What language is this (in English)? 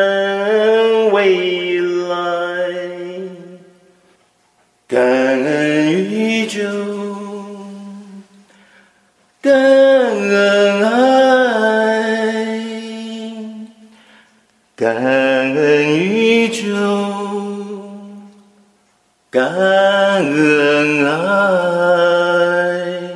Chinese